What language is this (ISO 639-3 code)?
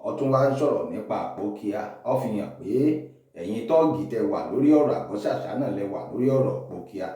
yor